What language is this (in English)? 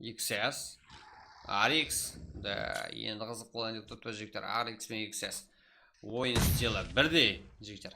Kara-Kalpak